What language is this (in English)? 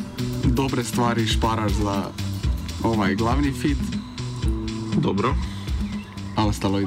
Croatian